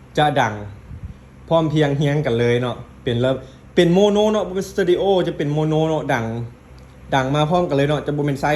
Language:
Lao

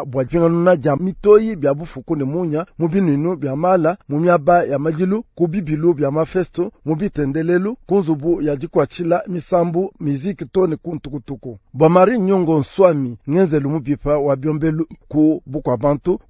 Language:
Luba-Lulua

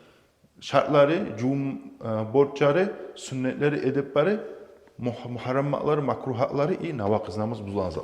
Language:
Kumyk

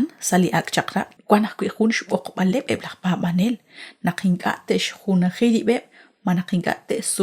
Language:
Kekchí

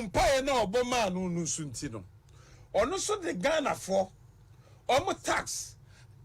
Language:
Akan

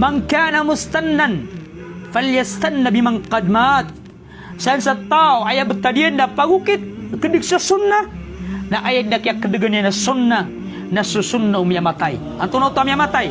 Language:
Maranao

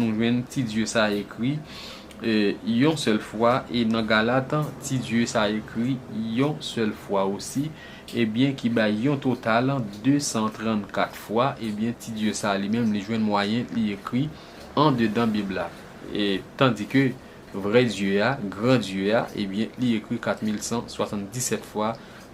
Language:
Haitian Creole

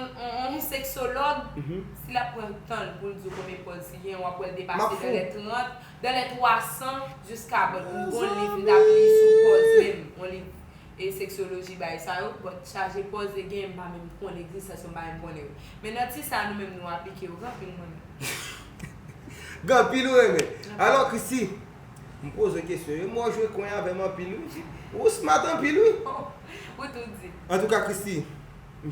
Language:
Haitian Creole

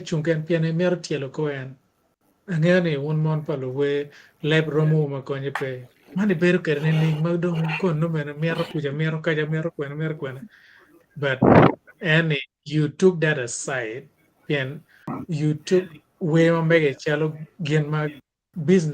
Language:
Acoli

